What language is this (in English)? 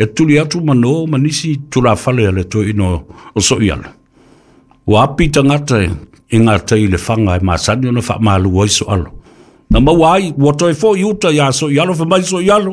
Samoan